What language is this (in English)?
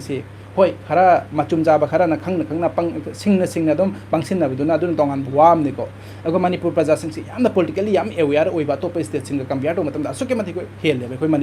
Manipuri